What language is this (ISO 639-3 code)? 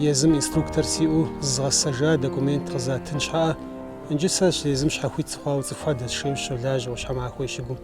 kbd